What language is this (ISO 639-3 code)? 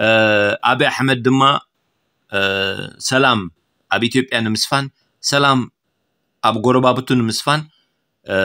tir